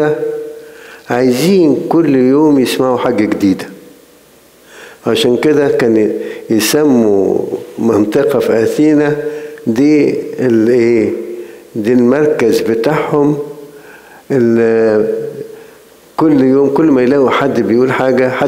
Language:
Egyptian Arabic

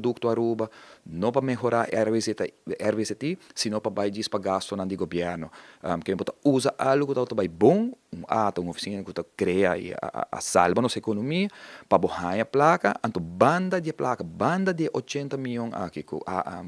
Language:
Papiamento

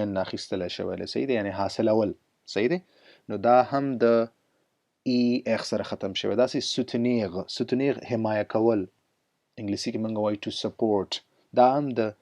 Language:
Pashto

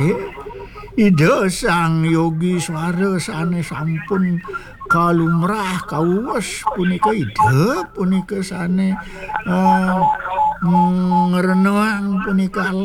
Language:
Balinese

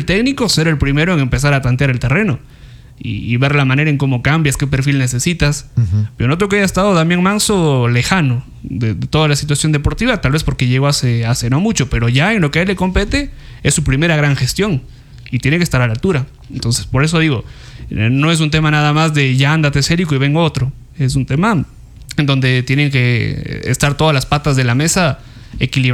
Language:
Spanish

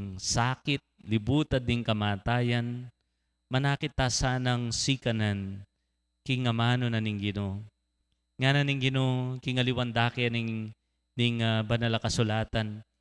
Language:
Pampanga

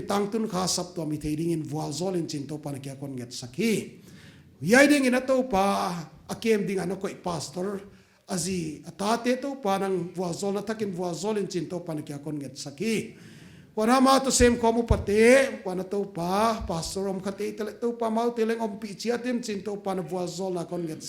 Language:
Paite Chin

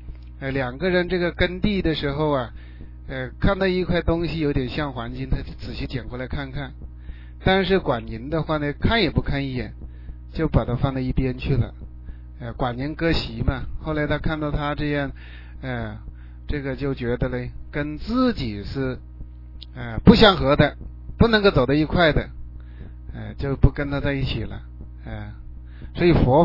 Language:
Chinese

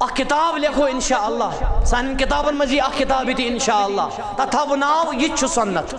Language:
Kashmiri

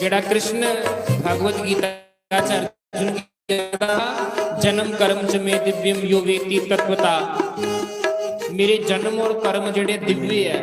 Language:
Dogri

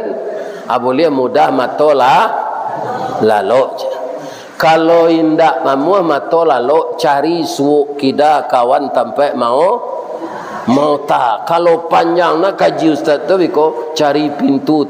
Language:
Minangkabau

